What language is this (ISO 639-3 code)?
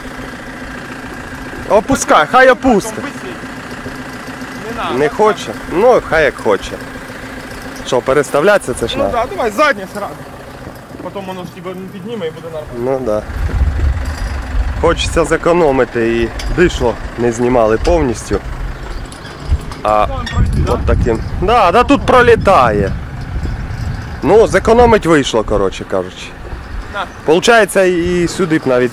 ukr